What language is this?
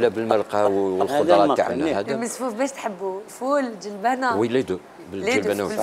Algerian Arabic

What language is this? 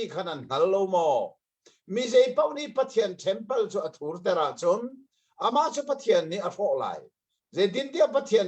Hakha Chin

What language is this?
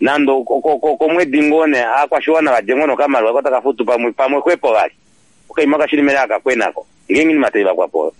Kuanyama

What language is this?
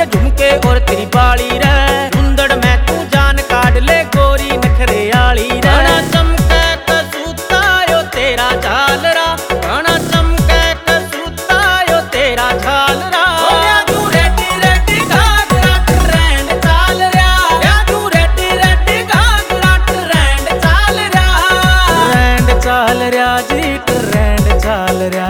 Hindi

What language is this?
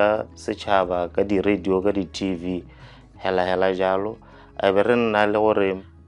Tswana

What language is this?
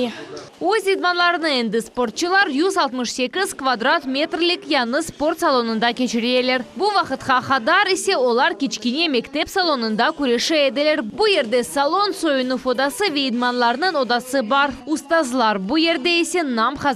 Crimean Tatar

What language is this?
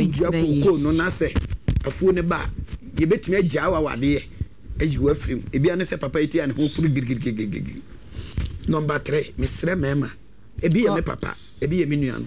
Akan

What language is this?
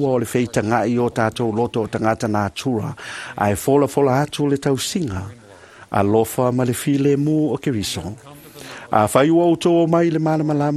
Samoan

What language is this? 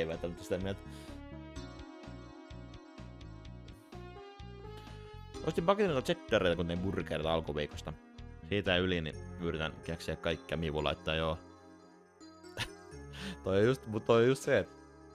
Finnish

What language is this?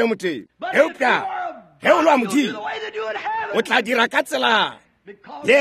Northern Sotho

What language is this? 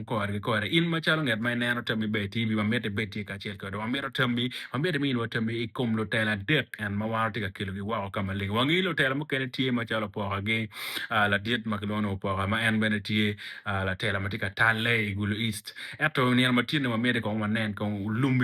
Acoli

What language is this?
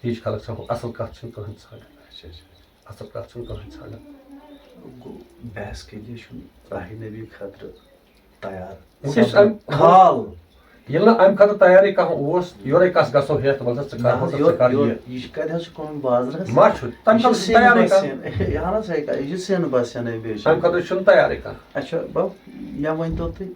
Kashmiri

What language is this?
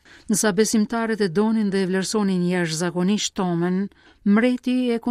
Albanian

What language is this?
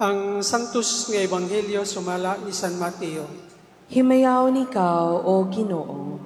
Cebuano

